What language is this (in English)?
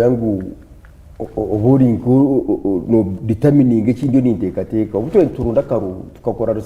Nyankole